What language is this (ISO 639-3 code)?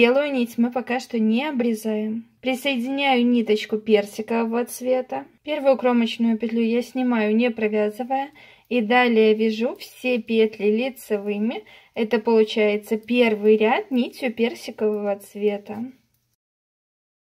rus